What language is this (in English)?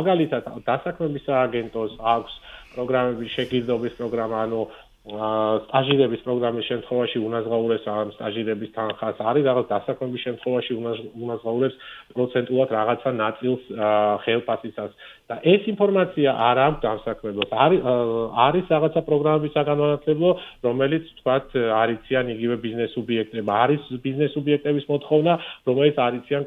Georgian